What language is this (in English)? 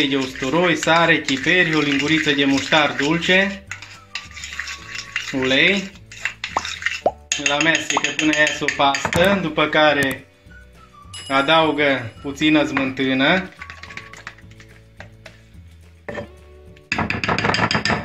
Romanian